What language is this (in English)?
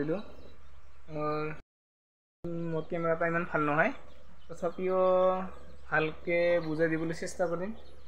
Assamese